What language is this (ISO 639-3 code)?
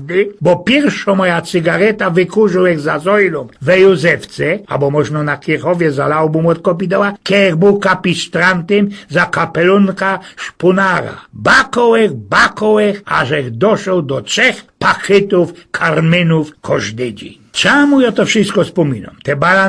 szl